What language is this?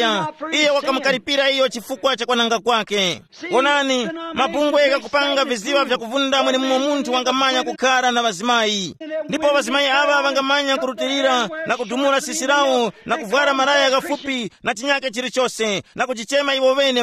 Tumbuka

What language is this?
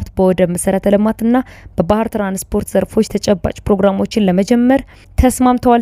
Amharic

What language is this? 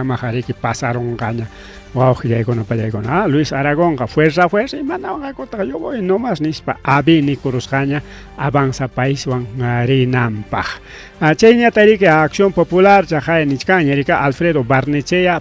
Ayacucho Quechua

